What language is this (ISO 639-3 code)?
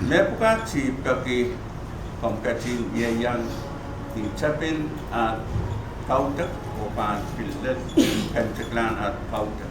pon